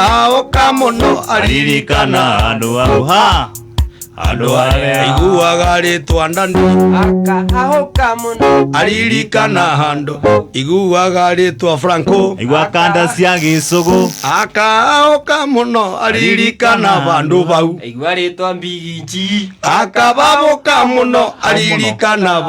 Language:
Kikuyu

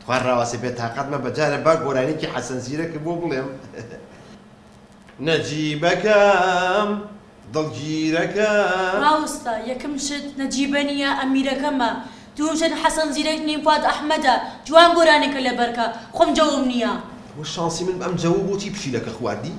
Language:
Central Kurdish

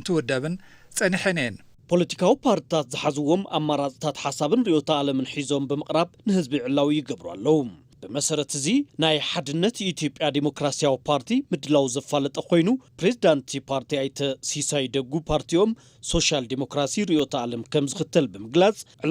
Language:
Tigrinya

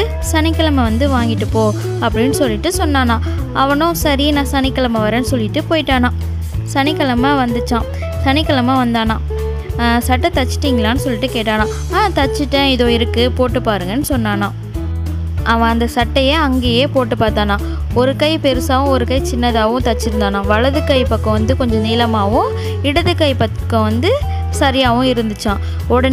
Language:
Tamil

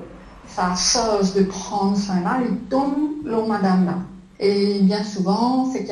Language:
Morisyen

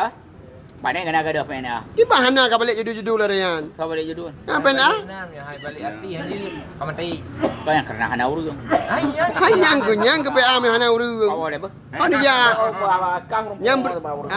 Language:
Achinese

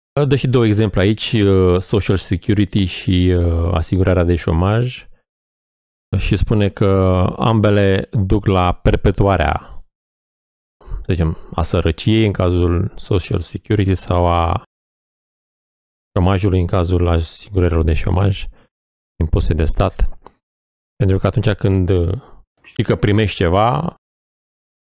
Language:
Romanian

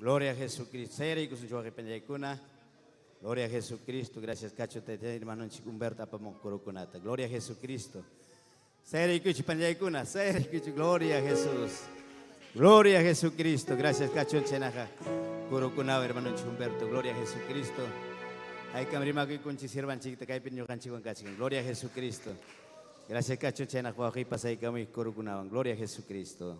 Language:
Ayacucho Quechua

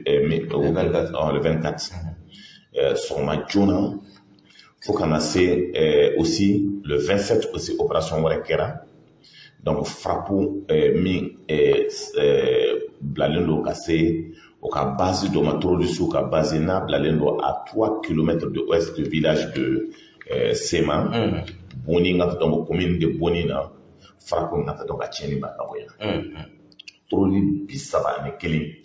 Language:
Bambara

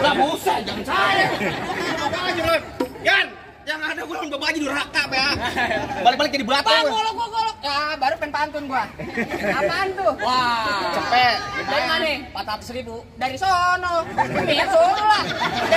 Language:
Betawi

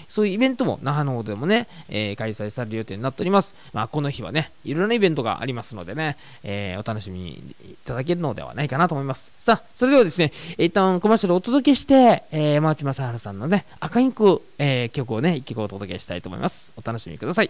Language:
Japanese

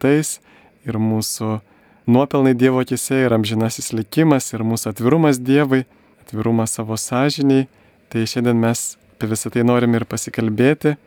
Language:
Lithuanian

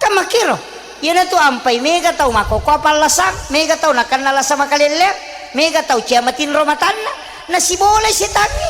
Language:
Buginese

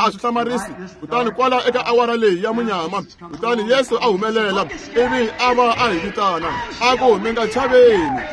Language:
Tsonga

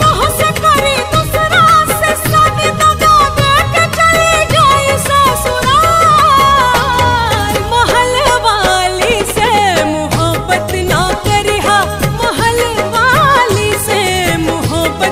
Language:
Bhojpuri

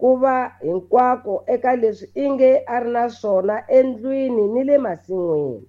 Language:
Tsonga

